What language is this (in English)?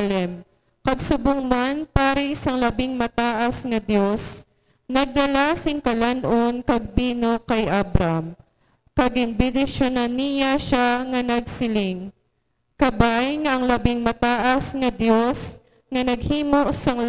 Hiligaynon